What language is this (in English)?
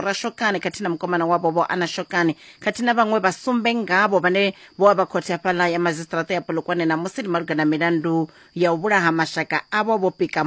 Venda